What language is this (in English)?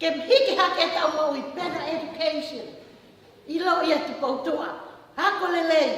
Tongan